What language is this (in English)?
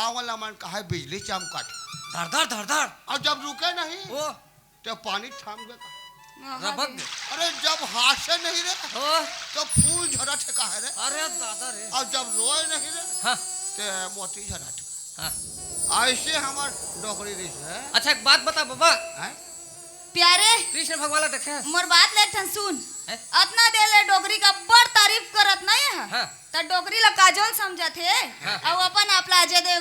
Chhattisgarhi